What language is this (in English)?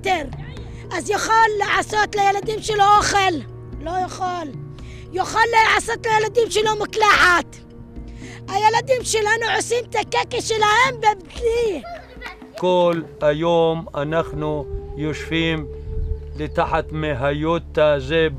Hebrew